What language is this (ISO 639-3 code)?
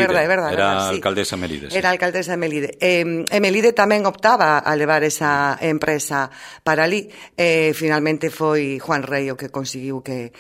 glg